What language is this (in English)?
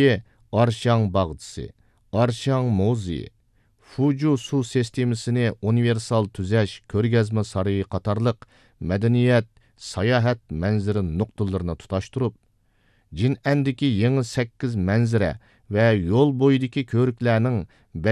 Uyghur